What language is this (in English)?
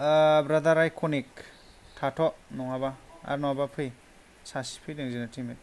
Bodo